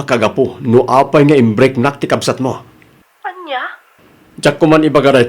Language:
Iloko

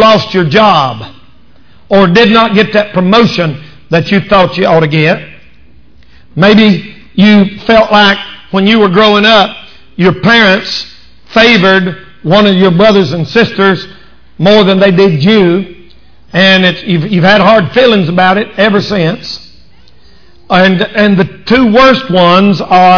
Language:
English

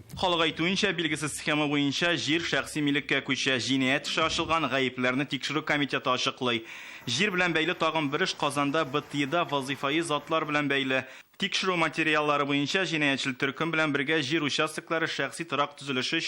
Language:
Tatar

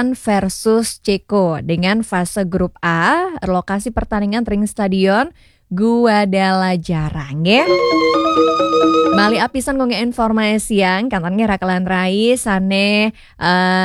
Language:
Balinese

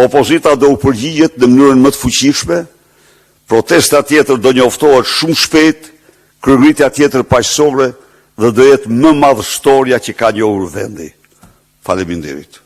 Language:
Albanian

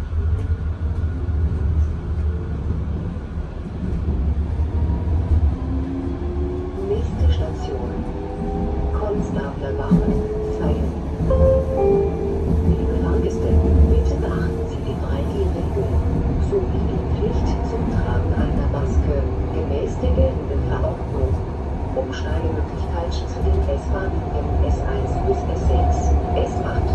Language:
German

